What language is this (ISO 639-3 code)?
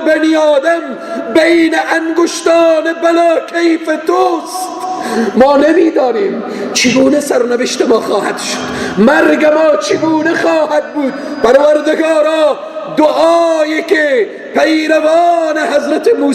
fas